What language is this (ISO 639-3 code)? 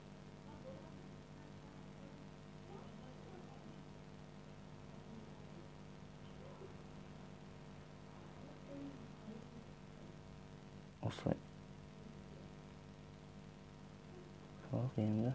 kaz